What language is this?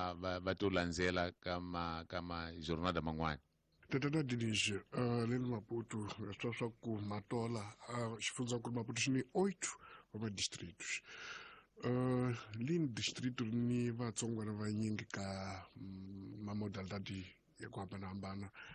Tsonga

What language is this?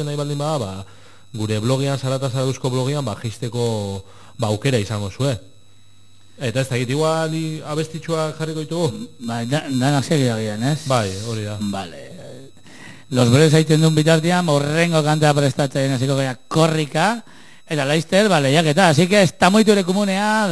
Basque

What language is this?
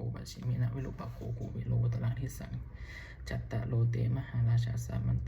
Pali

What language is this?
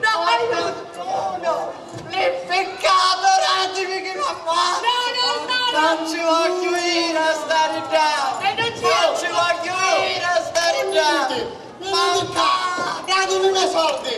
Sicilian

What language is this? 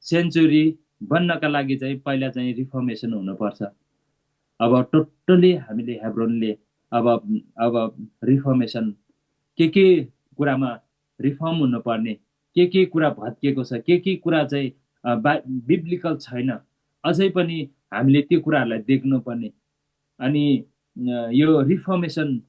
Nepali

